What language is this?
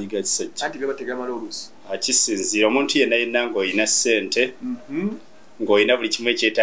Ganda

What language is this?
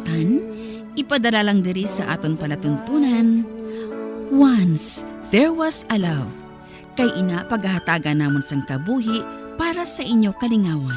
Hiligaynon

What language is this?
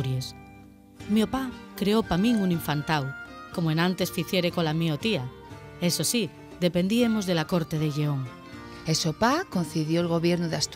Asturian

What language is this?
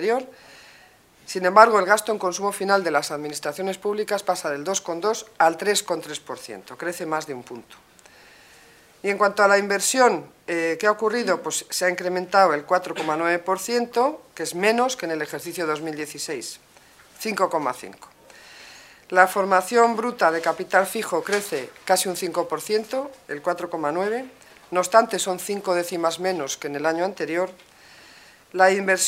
Spanish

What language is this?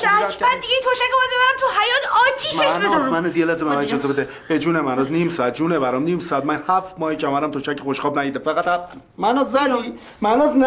Persian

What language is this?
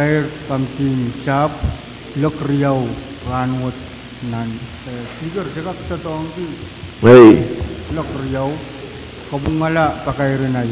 Pohnpeian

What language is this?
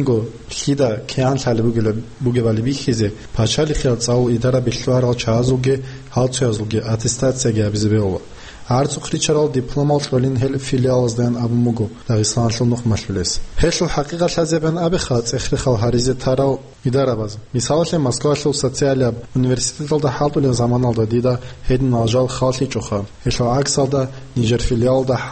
Avaric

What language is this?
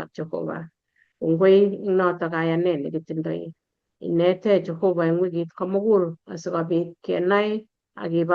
Kalenjin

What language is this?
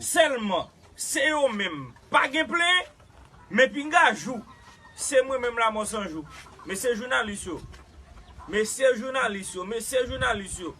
Haitian Creole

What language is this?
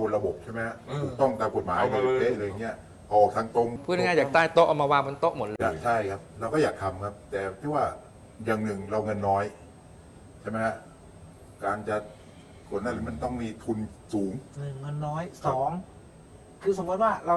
Thai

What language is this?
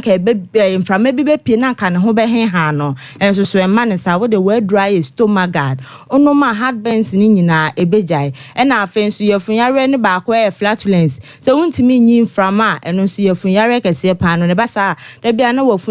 Akan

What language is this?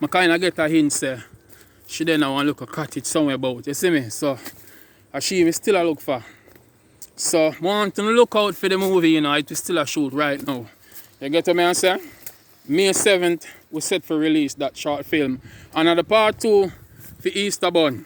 Jamaican Creole English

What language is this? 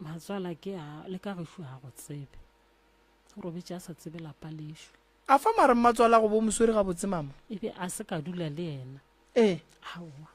Northern Sotho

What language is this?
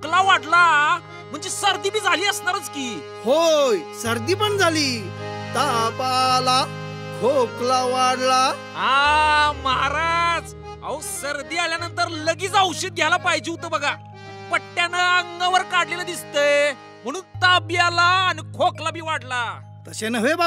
Marathi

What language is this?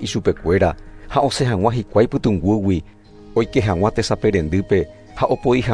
Guarani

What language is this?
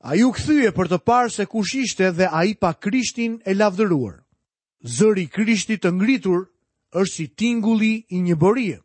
Albanian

